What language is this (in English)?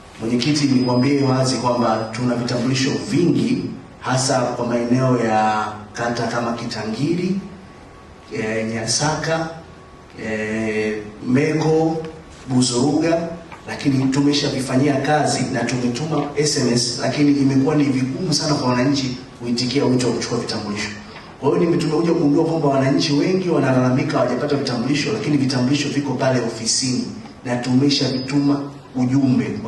Swahili